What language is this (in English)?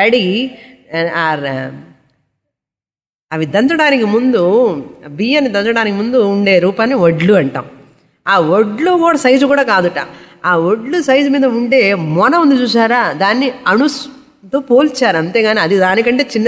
Telugu